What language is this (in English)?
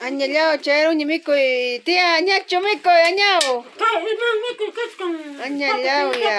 Ayacucho Quechua